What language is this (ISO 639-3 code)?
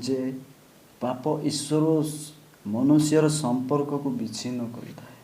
ori